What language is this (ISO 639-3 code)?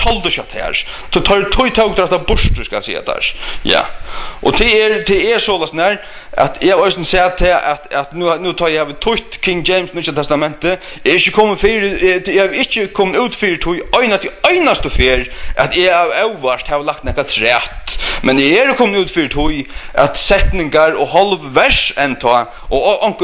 fao